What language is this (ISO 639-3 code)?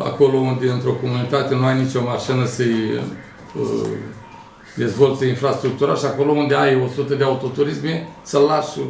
ron